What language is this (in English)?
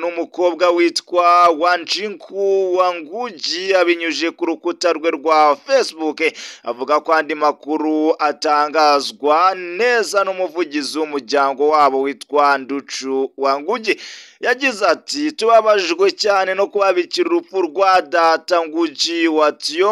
Kinyarwanda